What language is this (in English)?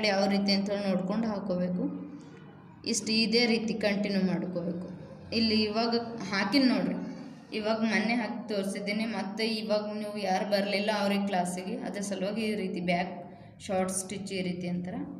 Kannada